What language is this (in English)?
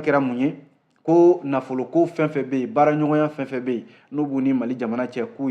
Bambara